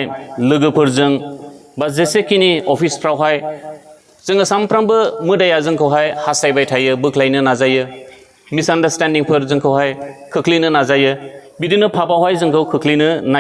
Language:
Bodo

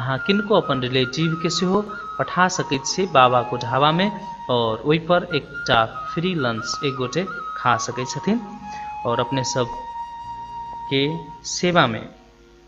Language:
Maithili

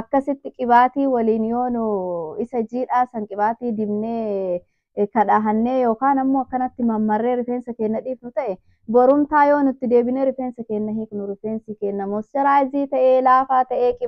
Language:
Oromo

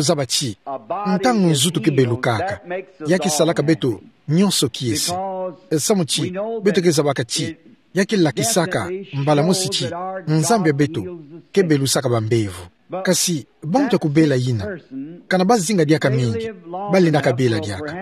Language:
Kituba (Democratic Republic of Congo)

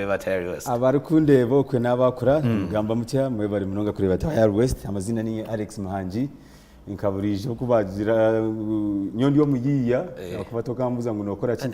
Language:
Nyankole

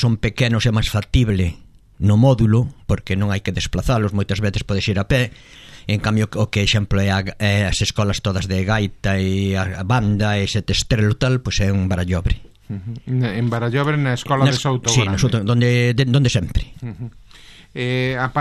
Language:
Galician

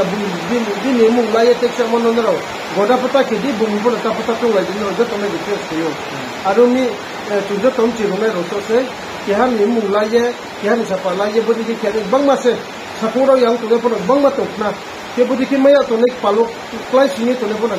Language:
Riang (India)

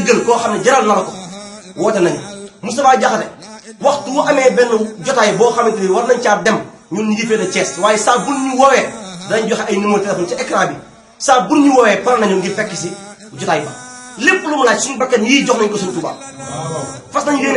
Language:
Wolof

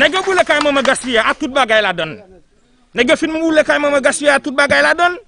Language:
Haitian Creole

